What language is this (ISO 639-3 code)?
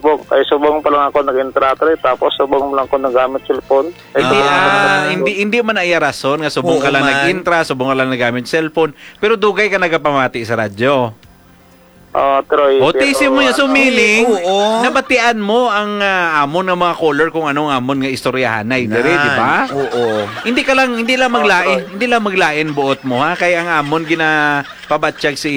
hil